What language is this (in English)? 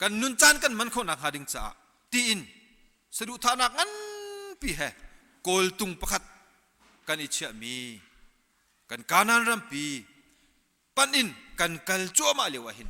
Hakha Chin